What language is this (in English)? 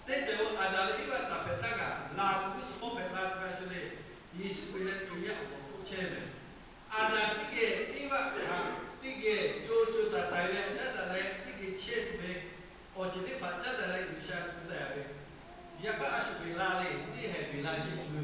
Lahu